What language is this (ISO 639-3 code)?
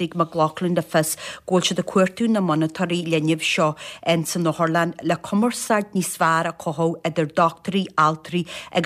gle